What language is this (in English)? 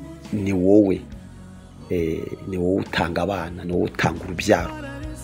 Kinyarwanda